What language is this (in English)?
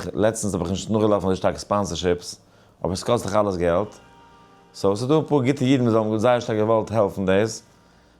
Yiddish